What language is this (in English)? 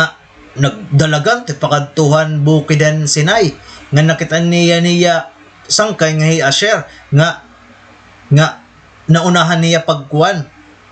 Waray